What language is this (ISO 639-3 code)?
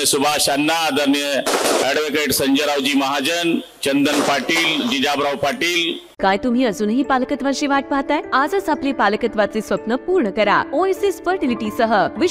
mar